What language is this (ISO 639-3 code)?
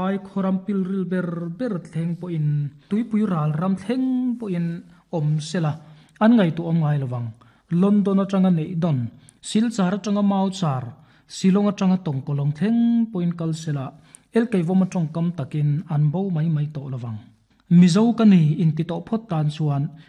lus